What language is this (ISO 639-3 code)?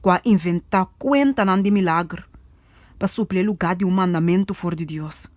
pap